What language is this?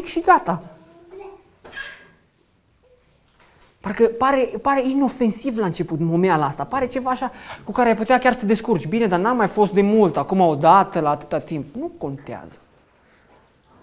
Romanian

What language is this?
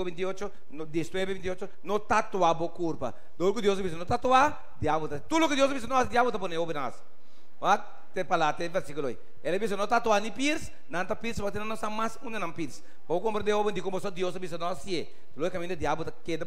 Papiamento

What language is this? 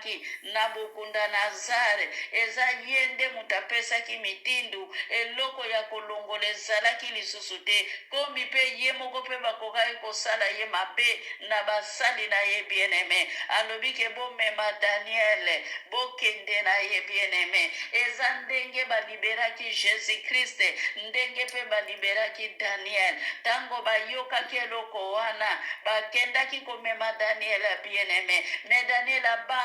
Lingala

